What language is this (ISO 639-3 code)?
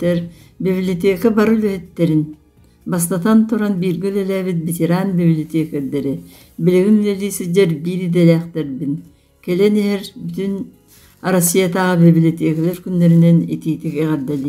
sah